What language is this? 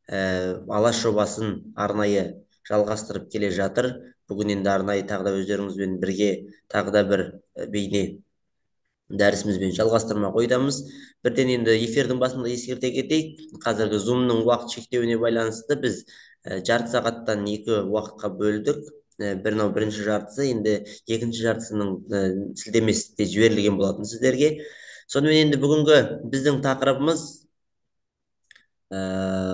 Kazakh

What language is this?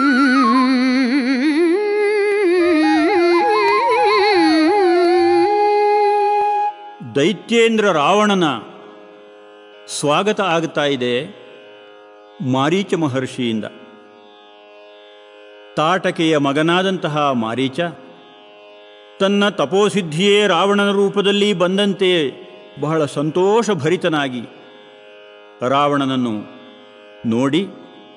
Kannada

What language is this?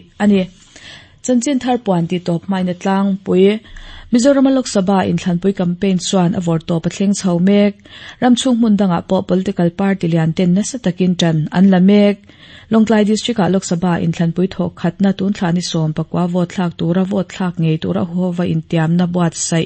Mizo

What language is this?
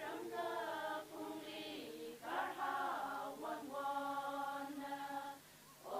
Tangkhul Naga (India)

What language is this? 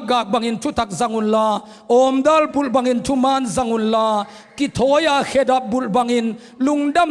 Tedim Chin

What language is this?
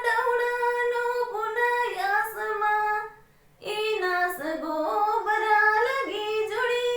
Kurukh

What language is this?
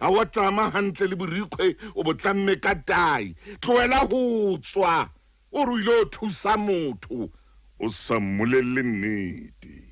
Southern Sotho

